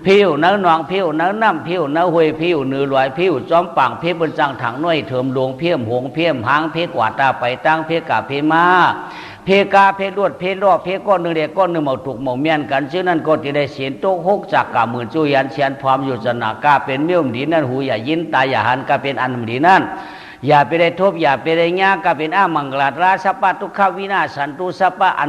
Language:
Shan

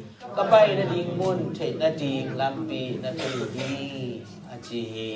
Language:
Tedim Chin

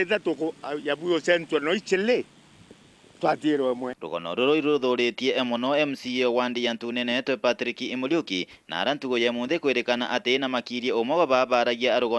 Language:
Meru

